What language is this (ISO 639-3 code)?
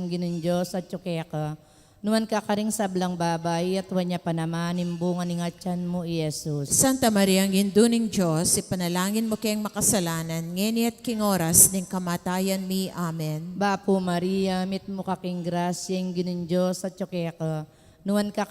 pam